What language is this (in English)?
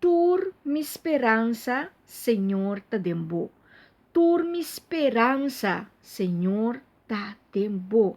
Papiamento